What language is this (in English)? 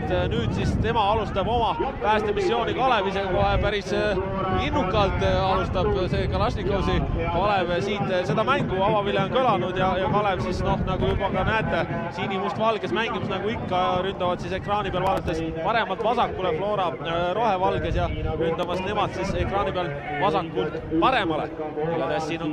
Estonian